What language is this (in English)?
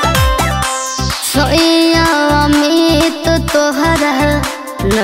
Bhojpuri